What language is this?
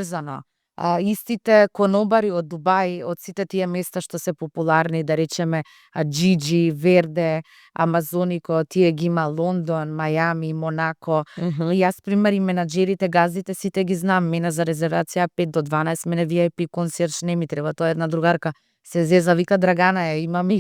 Macedonian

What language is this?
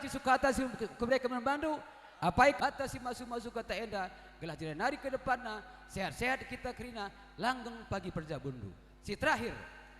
Batak Karo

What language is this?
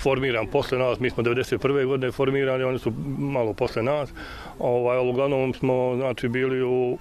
Bosnian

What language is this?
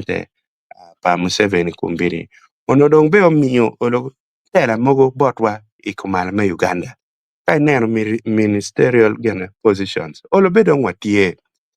Acoli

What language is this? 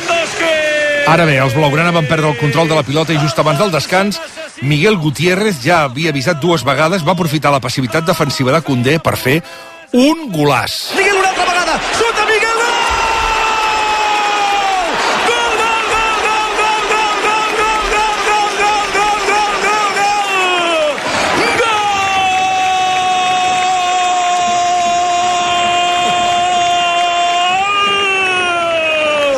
Catalan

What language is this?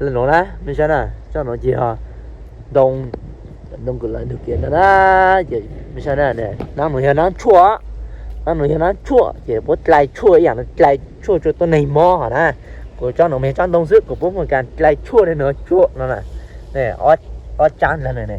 Hmong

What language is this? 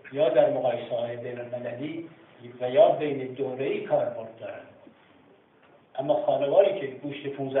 Persian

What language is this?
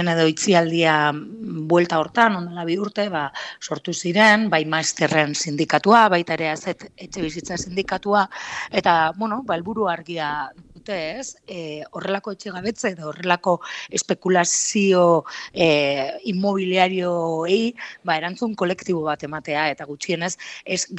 Basque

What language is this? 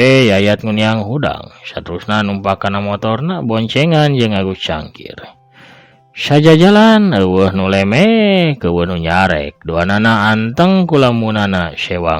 Sundanese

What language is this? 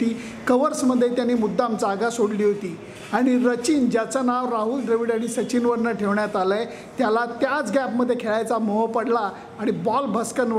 Marathi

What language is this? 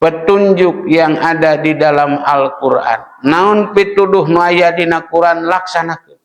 Sundanese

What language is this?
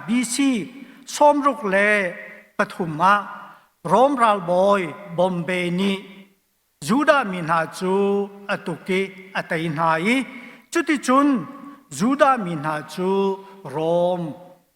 Hakha Chin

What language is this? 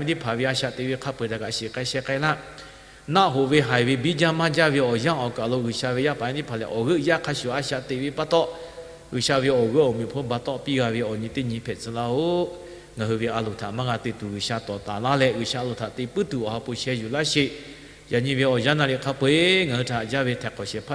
Lahu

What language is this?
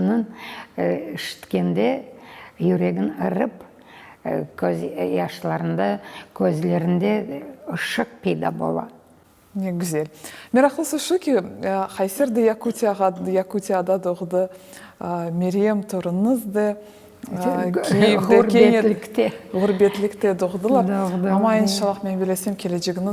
Crimean Tatar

